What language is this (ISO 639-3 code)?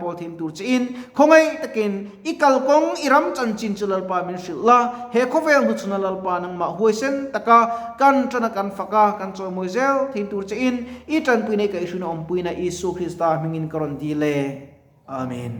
lus